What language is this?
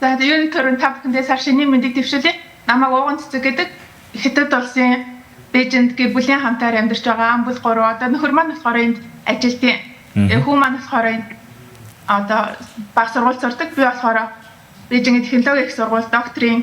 Mongolian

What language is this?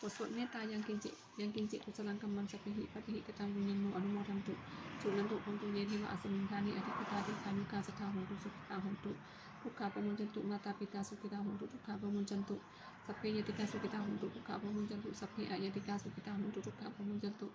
Pali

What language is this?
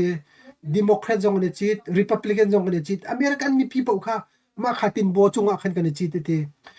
Hakha Chin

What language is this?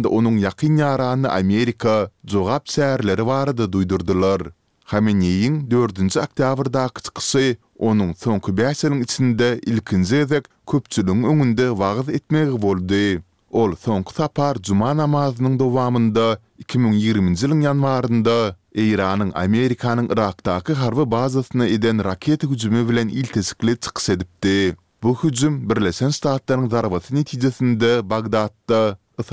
Turkmen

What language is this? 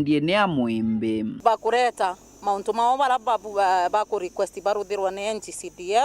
Meru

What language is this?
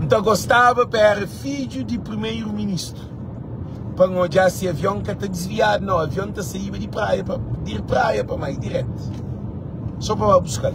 Kabuverdianu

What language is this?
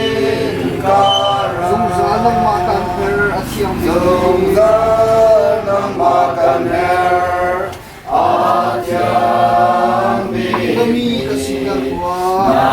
Hakha Chin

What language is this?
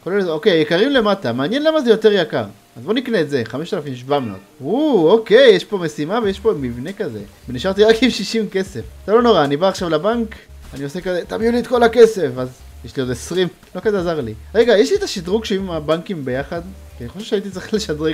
Hebrew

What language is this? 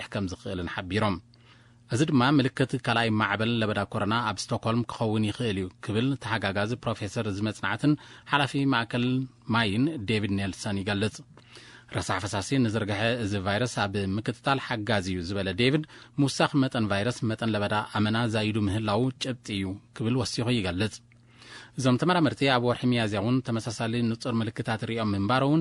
Tigrinya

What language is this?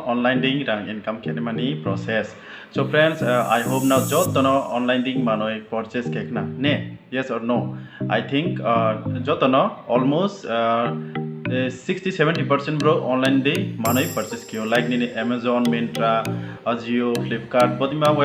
Riang (India)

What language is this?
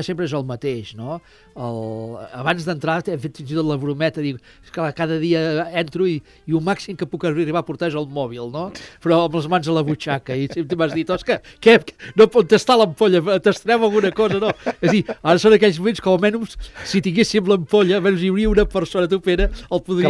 Catalan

